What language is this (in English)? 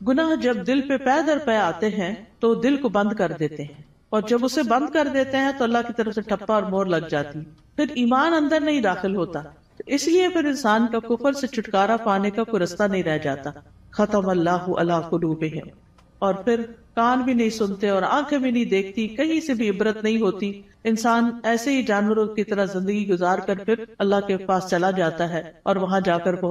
Urdu